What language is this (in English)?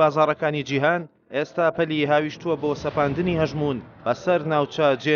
Central Kurdish